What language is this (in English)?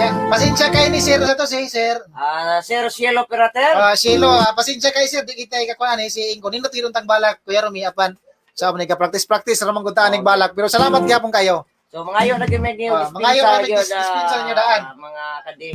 Cebuano